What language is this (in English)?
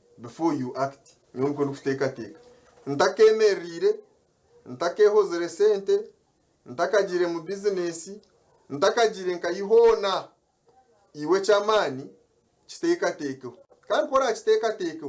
Nyankole